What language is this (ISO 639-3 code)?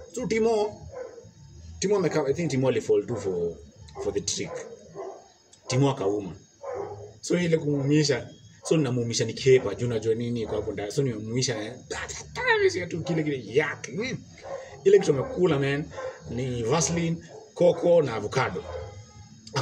swa